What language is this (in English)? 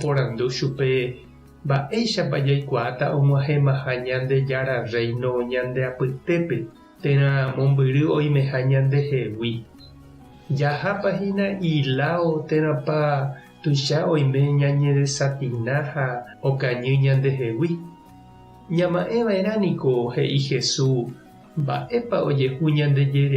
Guarani